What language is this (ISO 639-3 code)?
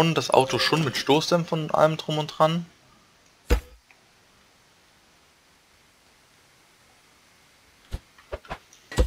deu